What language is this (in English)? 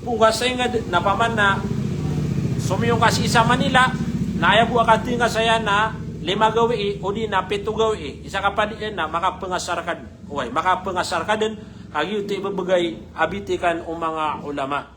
Maranao